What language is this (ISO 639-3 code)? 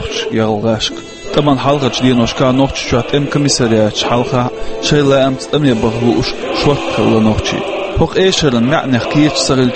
che